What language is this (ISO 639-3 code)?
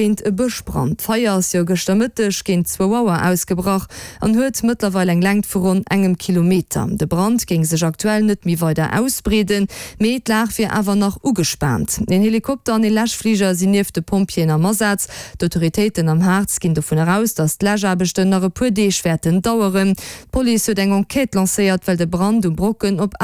ltz